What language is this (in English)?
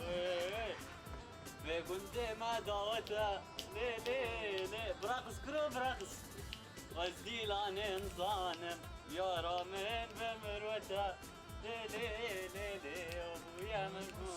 Kurdish